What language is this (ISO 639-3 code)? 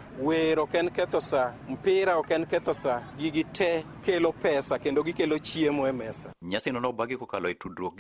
luo